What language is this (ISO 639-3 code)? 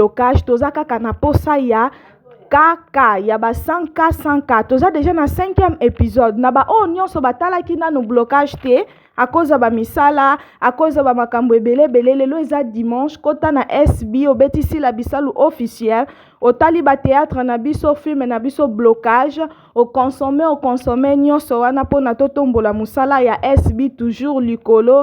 lin